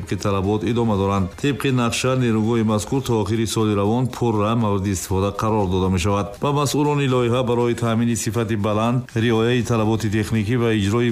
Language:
Tajik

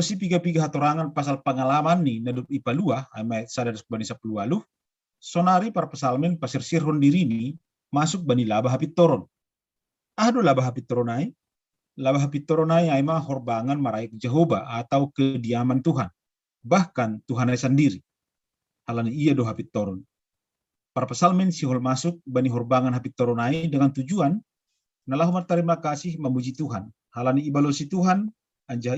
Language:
Batak Simalungun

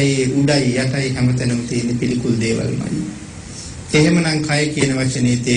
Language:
Sinhala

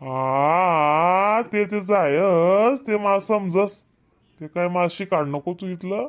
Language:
Khandesi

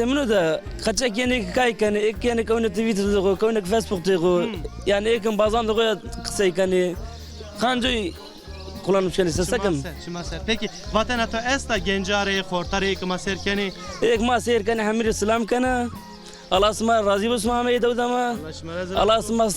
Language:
Zaza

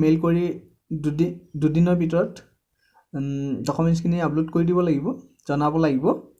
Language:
Assamese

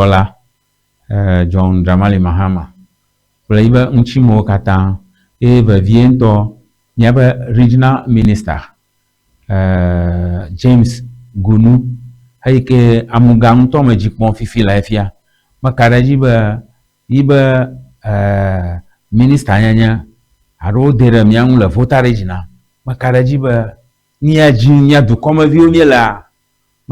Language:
Ewe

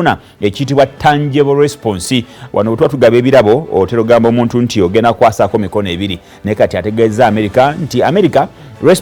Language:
Ganda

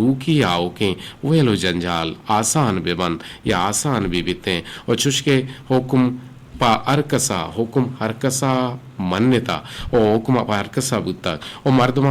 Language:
Eastern Balochi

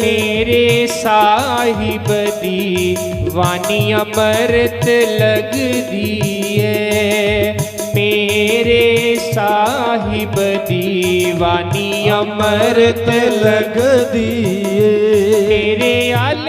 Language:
Dogri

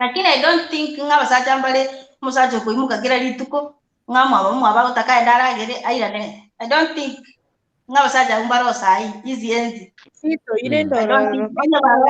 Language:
Gusii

